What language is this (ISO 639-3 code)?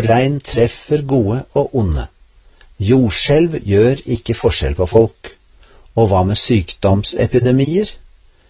nor